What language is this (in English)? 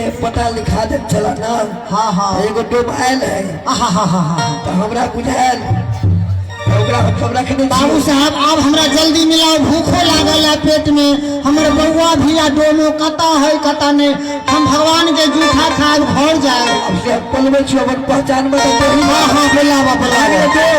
Maithili